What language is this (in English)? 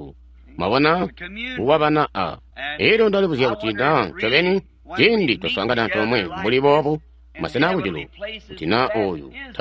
Tonga (Zambia)